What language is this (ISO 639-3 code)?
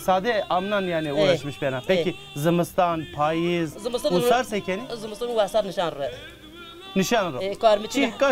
zza